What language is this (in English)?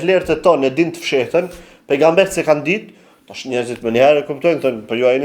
Albanian